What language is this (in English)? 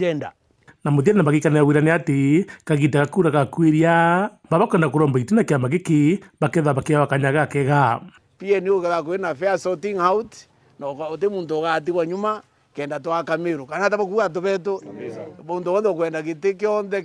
Meru